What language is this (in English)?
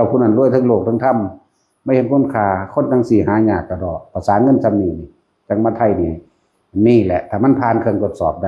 Lao